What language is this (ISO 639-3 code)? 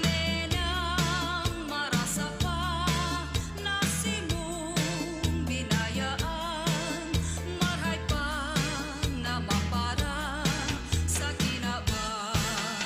bik